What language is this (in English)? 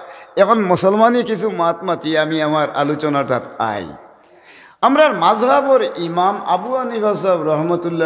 Sylheti